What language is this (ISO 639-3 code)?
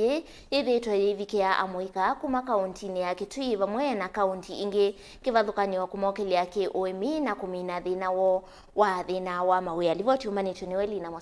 kam